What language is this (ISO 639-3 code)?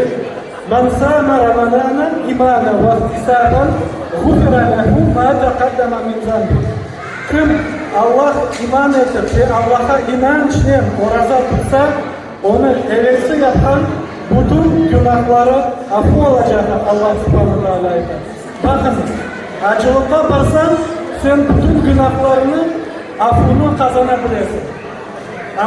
crh